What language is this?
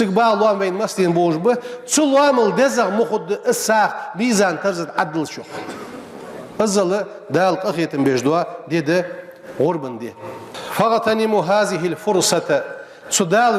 Ingush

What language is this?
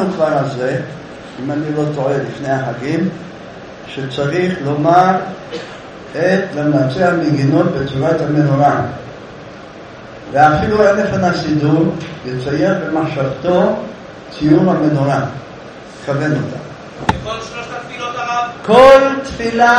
Hebrew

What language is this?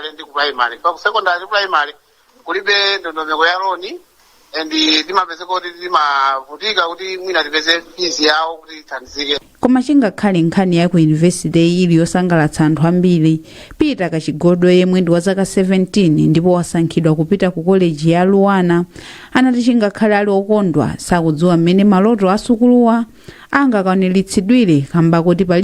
Nyanja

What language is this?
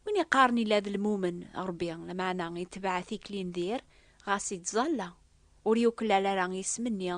Kabyle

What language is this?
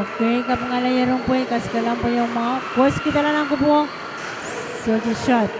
Pohnpeian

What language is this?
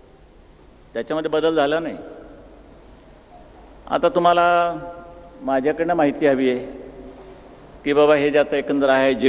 Marathi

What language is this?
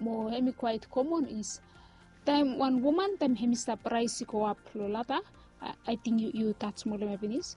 Bislama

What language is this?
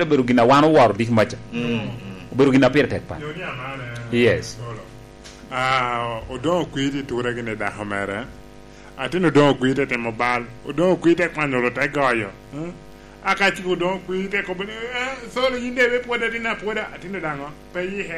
Lango (Uganda)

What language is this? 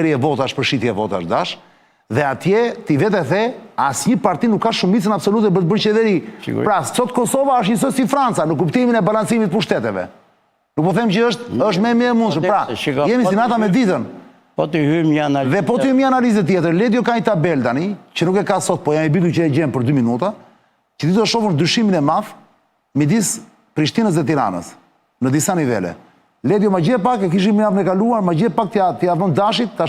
Albanian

